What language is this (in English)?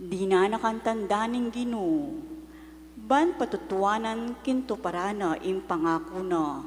Pampanga